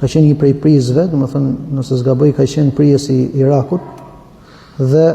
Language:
Albanian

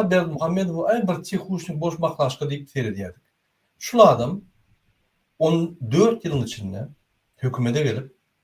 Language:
Turkmen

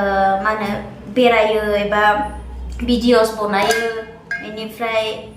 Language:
Bodo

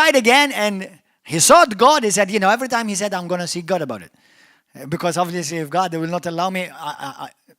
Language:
English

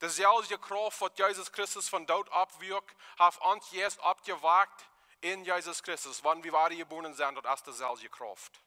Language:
Plautdietsch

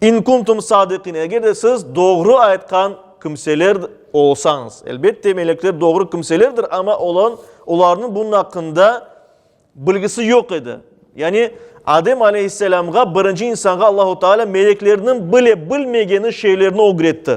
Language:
Crimean Tatar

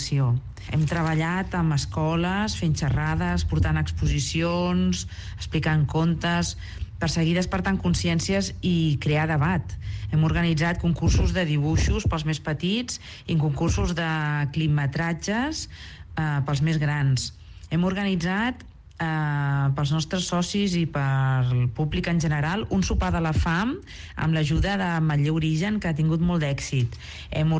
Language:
Catalan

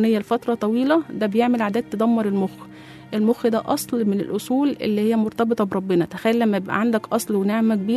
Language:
Egyptian Arabic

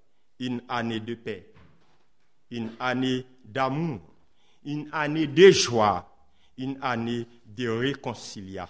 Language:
French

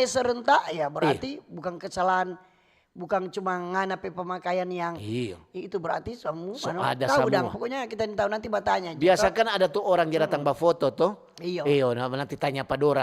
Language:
Manado Malay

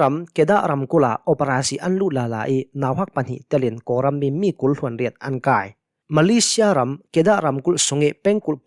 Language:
Hakha Chin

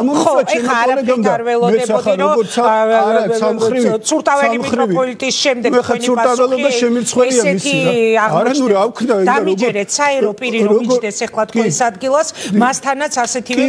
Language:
Georgian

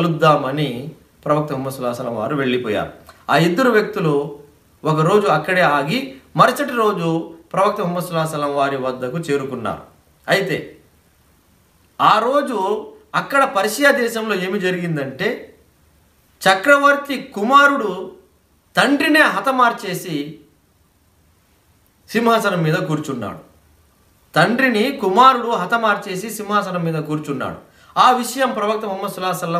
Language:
Telugu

